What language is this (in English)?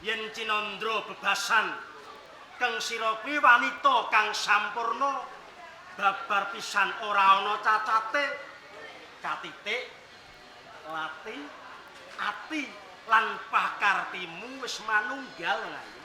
Javanese